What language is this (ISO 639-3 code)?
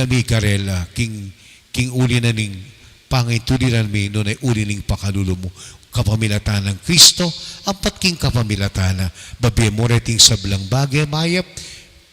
pam